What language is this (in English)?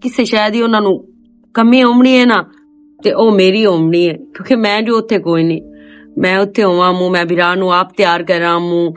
Western Panjabi